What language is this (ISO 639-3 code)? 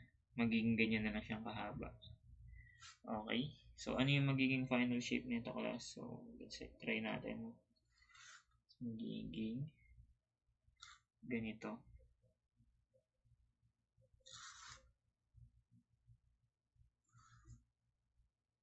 fil